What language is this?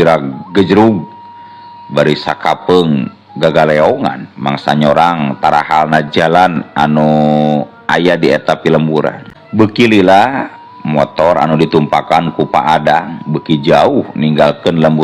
Sundanese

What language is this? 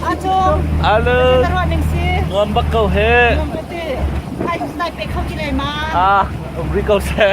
Hakha Chin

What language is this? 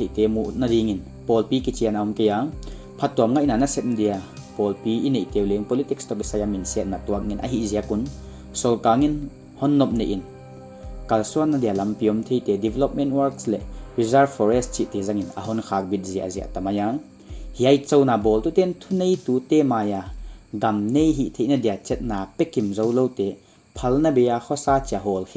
Paite Chin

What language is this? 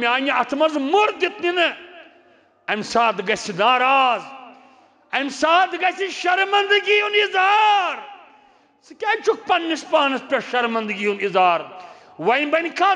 Kashmiri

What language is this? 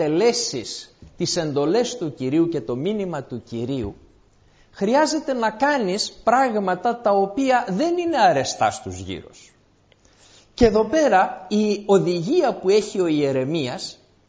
Greek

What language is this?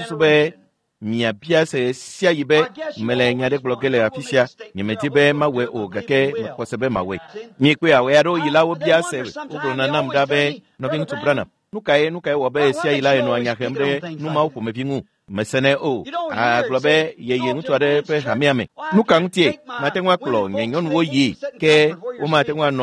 Ewe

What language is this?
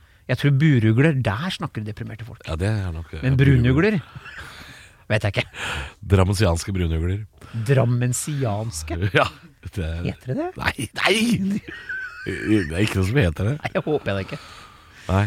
Norwegian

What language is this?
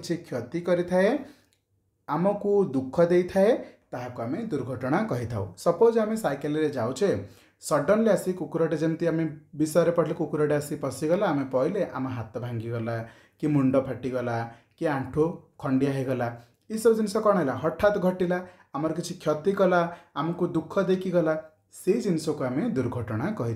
Odia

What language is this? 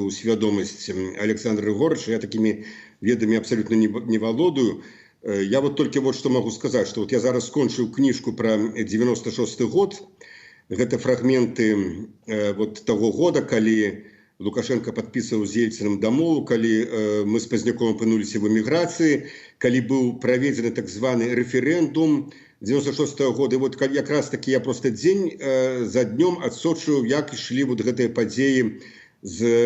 Belarusian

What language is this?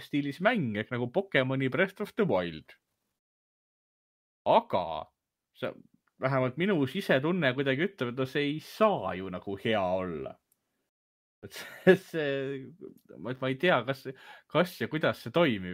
Estonian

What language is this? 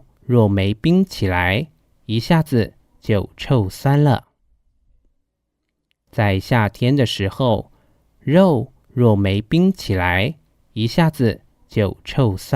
Hakka Chinese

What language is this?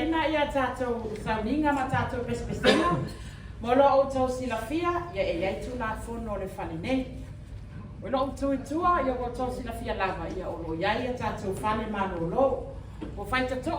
Samoan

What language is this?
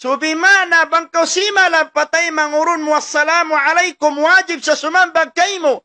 Tausug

